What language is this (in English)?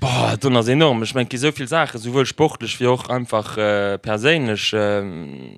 Luxembourgish